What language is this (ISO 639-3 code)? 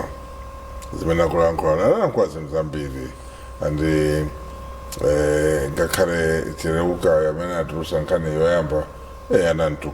nya